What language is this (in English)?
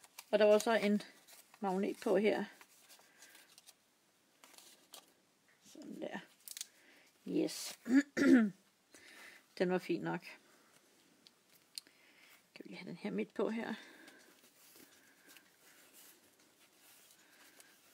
Danish